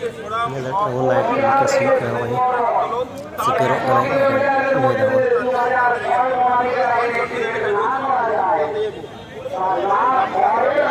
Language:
Santali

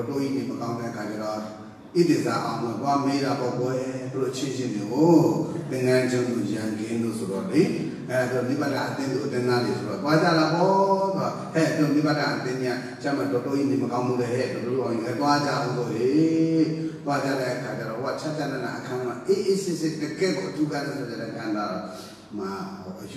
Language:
Burmese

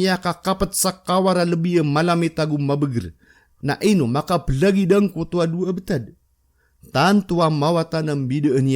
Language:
Maranao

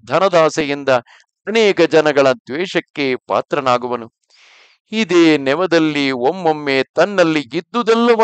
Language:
Kannada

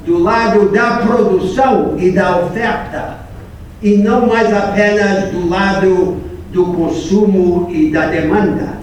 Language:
Portuguese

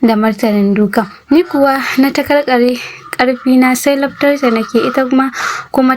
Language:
Hausa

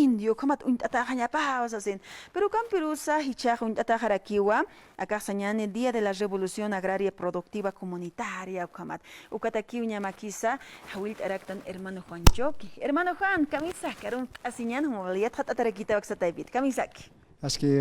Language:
Aymara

